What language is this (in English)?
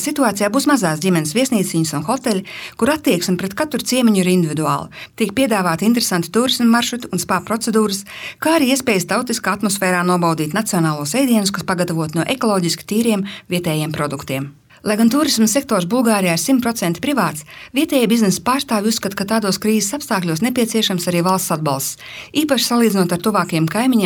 Latvian